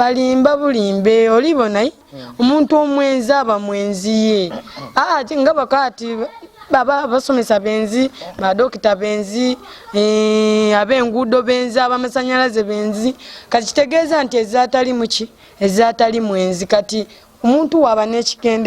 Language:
Ganda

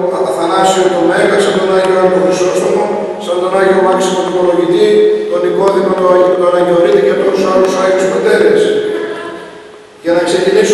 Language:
Greek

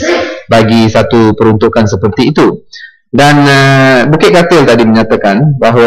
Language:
Malay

